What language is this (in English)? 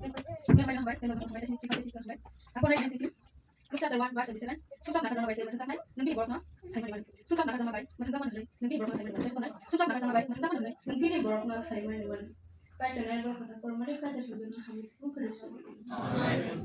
Kok Borok